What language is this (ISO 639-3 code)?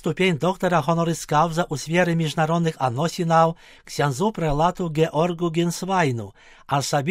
bel